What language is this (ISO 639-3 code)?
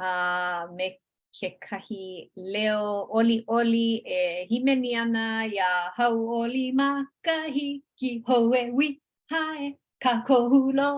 haw